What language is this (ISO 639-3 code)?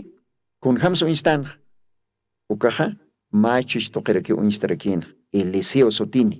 aym